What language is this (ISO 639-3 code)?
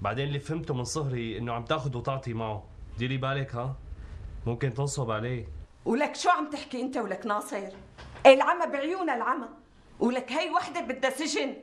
apc